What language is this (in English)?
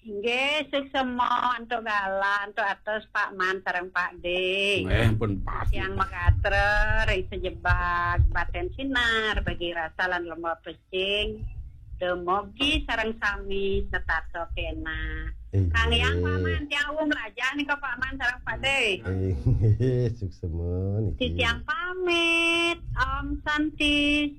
Balinese